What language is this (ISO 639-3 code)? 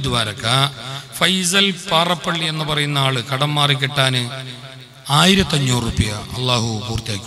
mal